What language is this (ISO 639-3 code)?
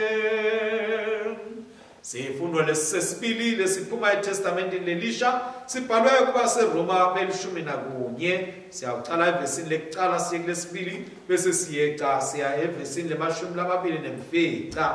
ssw